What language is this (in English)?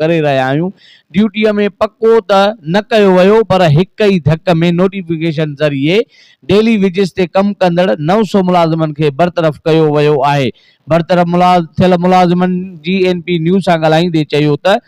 Sindhi